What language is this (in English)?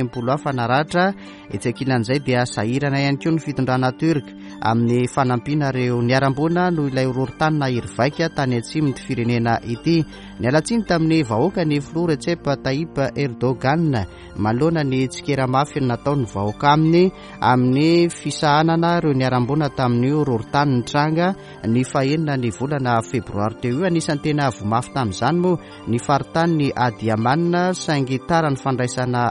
Malagasy